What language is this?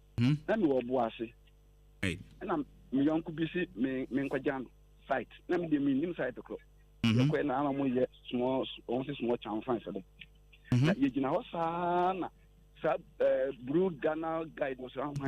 Akan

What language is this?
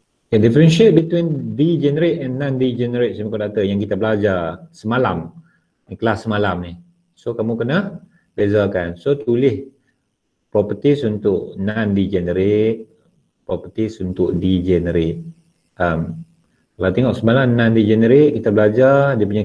Malay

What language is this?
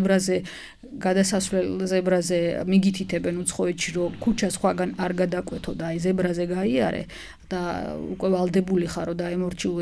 Georgian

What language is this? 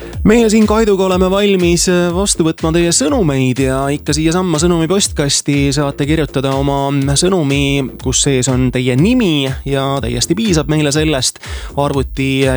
Estonian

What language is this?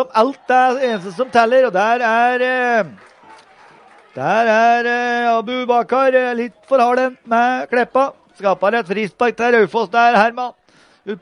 Norwegian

